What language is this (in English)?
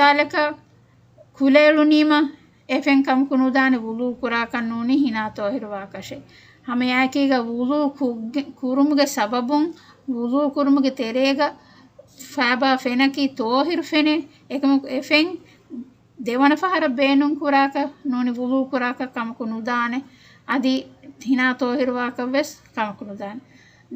Divehi